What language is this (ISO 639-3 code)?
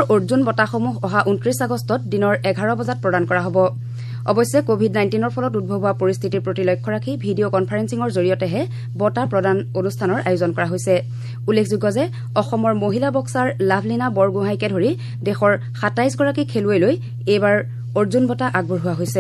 asm